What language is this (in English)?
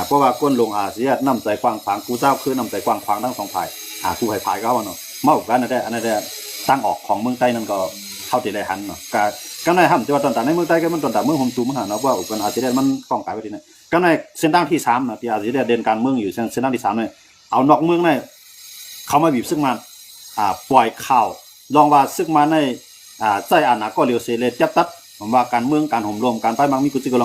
Shan